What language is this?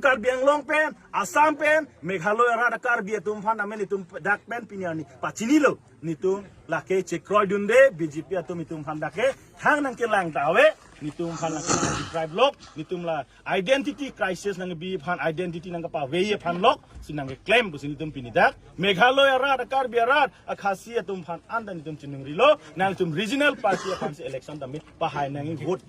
Karbi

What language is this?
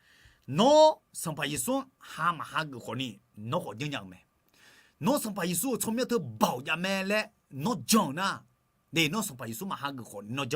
Akha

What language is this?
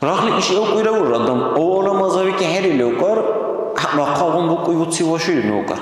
Dargwa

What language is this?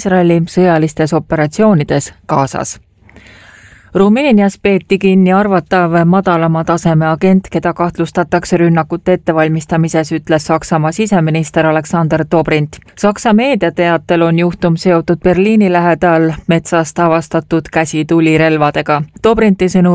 Estonian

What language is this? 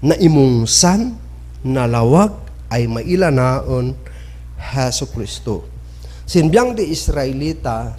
Kankanaey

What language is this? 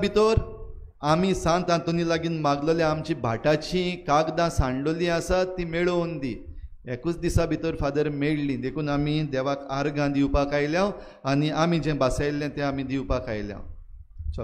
Konkani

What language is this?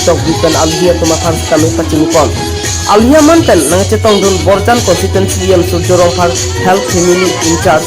Karbi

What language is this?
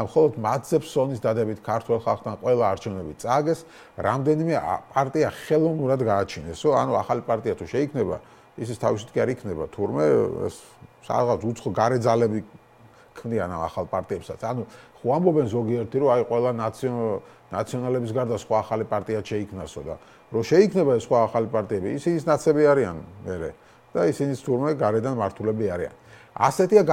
Georgian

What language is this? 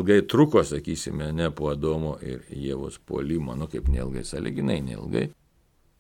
Lithuanian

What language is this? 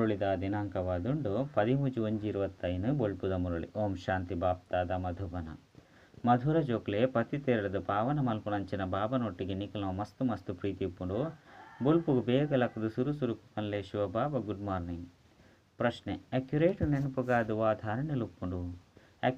Tulu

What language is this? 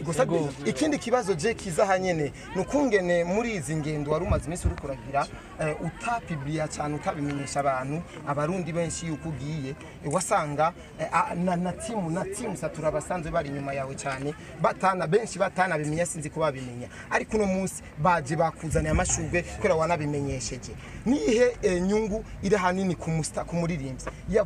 Rundi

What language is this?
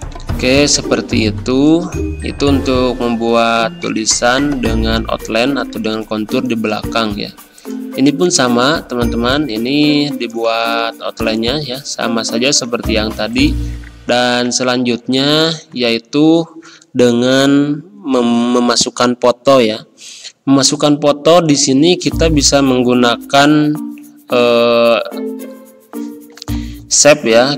Indonesian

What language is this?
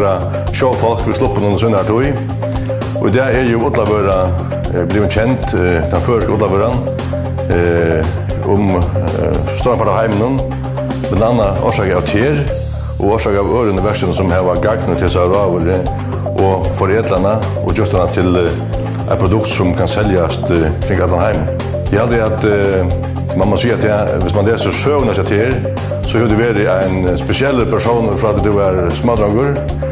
Faroese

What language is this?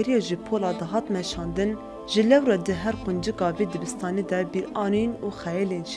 Kurdish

